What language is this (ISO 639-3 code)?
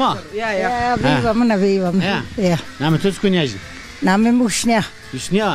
zza